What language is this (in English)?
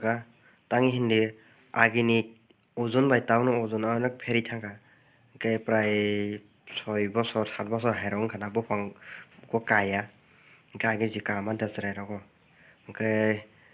Kok Borok